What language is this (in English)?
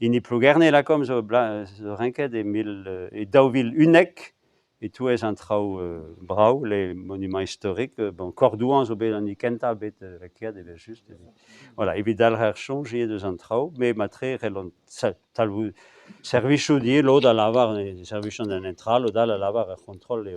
Breton